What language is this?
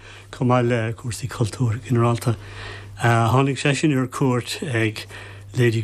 Irish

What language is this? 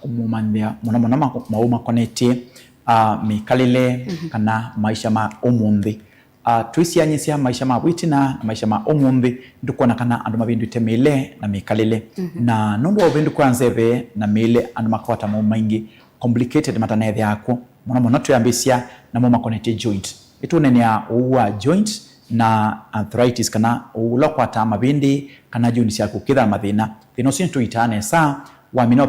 Kamba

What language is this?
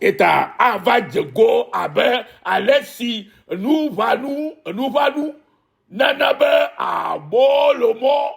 Ewe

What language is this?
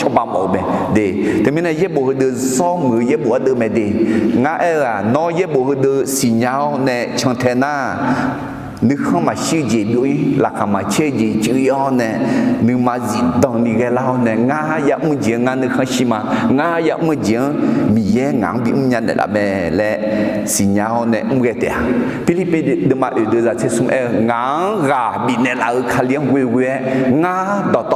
Akha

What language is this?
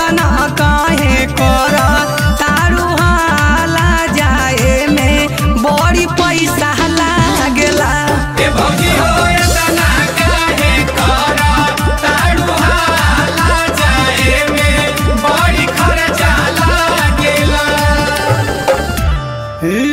Bhojpuri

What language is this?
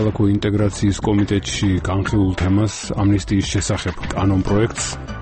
Georgian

